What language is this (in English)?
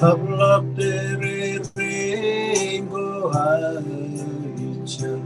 Marshallese